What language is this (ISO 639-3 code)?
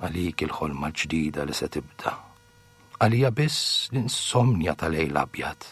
mlt